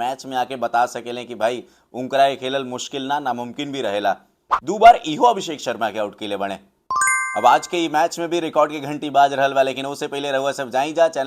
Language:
Bhojpuri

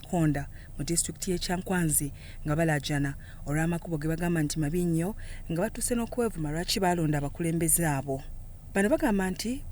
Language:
Ganda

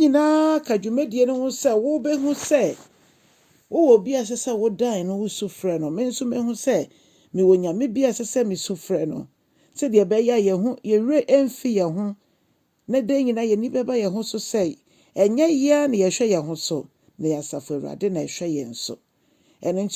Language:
Akan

